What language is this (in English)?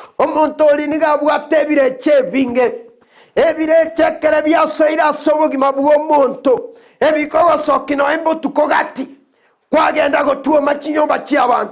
Gusii